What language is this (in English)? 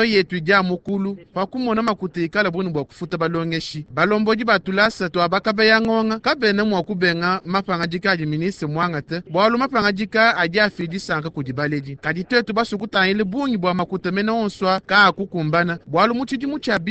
Luba-Lulua